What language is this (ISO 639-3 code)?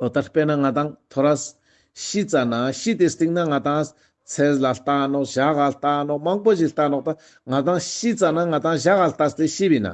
lbj